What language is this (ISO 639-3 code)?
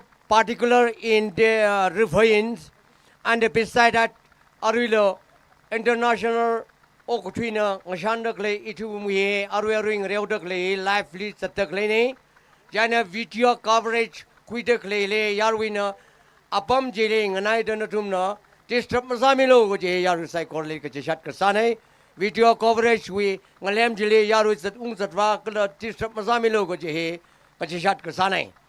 nmf